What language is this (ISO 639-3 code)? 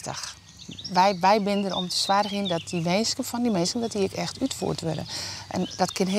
fry